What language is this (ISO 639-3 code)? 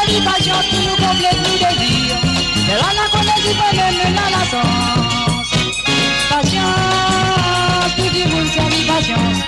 mfe